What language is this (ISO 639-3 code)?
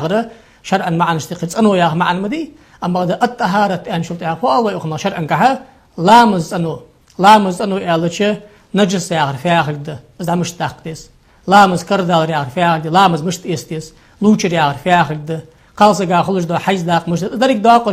inh